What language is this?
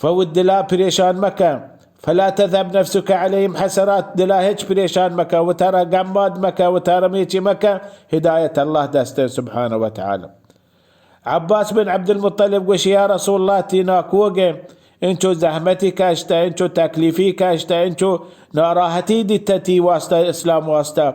Baluchi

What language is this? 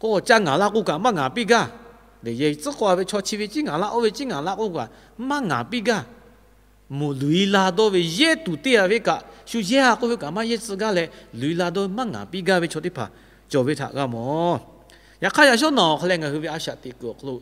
Lahu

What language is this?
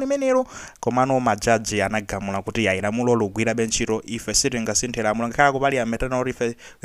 Nyanja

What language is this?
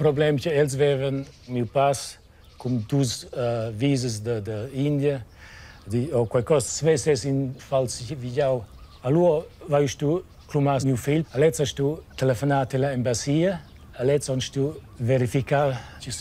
Romansh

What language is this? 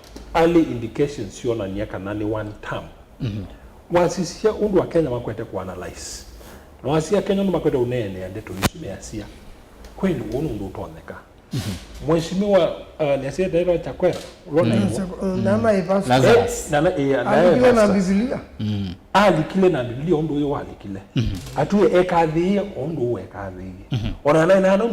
Kamba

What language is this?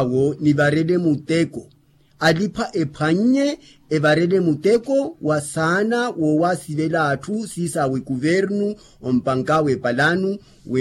Makhuwa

